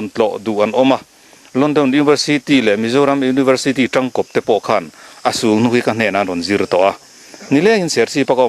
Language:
Mizo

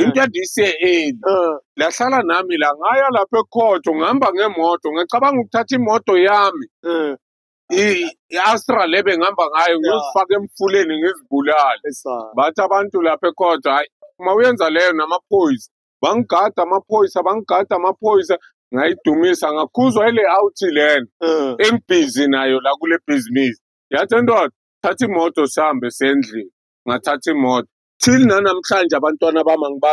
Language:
Zulu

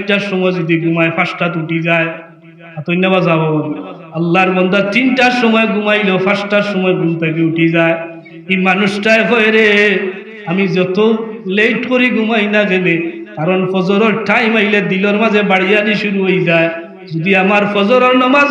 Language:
Sylheti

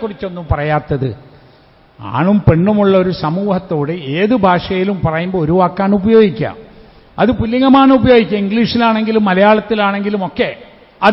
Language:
Malayalam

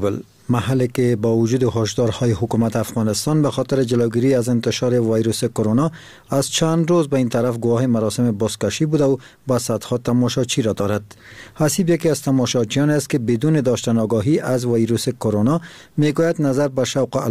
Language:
Persian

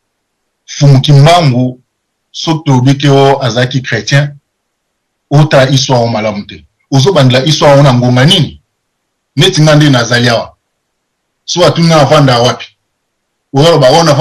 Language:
Lingala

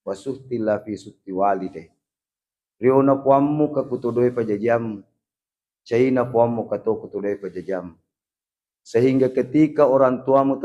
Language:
Buginese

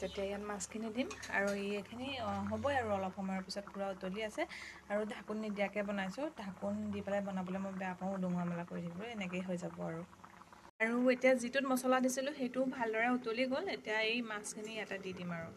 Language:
Assamese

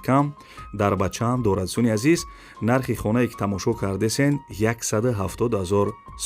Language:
Tajik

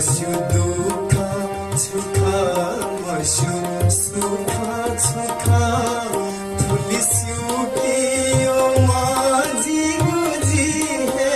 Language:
Newari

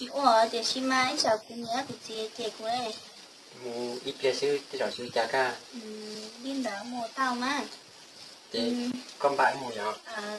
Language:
Hmong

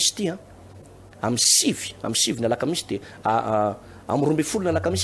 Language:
Malagasy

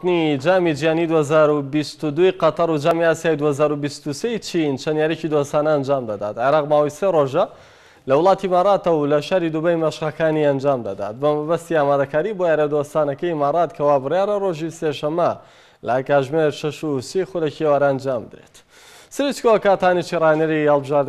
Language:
Central Kurdish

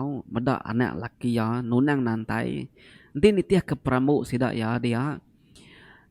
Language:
Iban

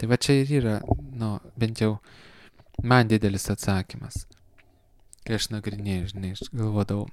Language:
Lithuanian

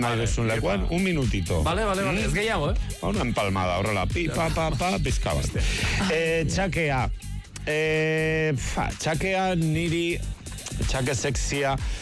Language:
Basque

